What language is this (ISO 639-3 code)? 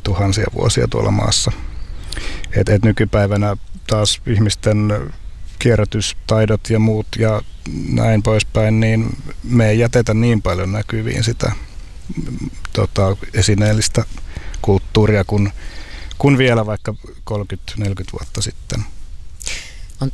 fin